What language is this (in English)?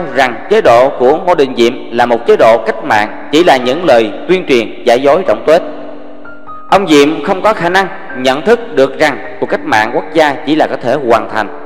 Vietnamese